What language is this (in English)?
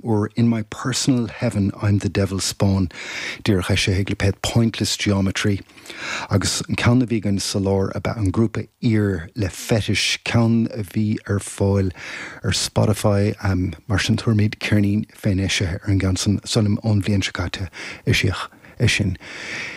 Irish